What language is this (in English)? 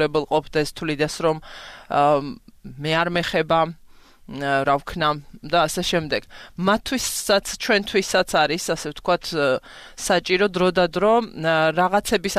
Georgian